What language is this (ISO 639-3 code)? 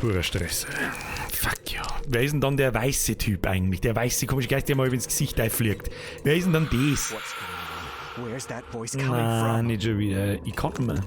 bar